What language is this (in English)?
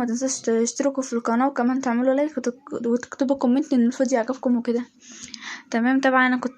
Egyptian Arabic